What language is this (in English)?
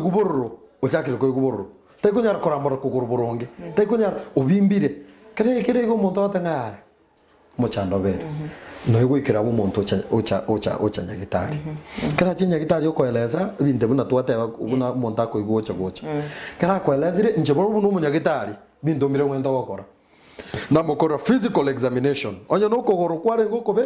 Gusii